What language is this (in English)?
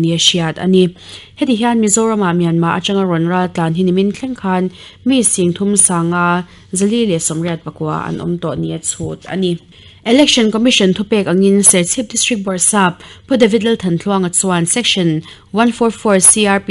Mizo